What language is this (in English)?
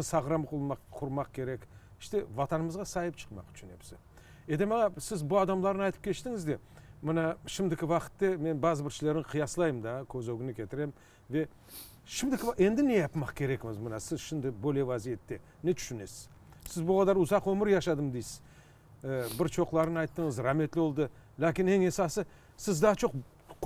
Crimean Tatar